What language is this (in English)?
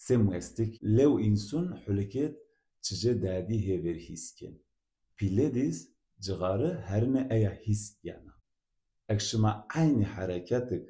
Zaza